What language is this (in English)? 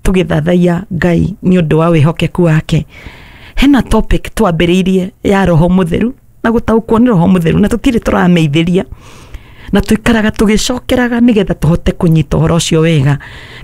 Kikuyu